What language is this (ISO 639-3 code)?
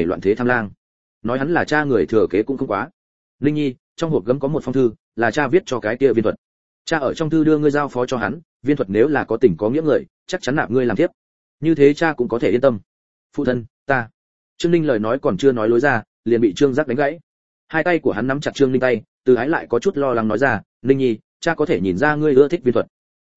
vie